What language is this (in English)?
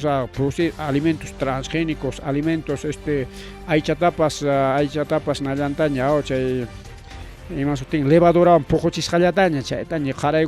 Ayacucho Quechua